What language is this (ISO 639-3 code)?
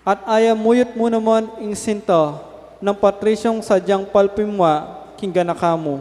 pam